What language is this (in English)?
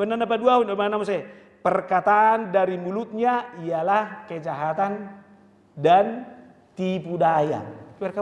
Batak Toba